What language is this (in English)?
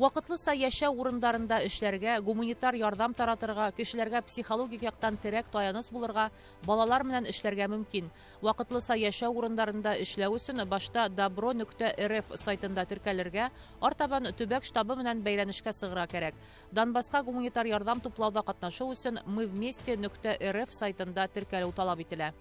Bashkir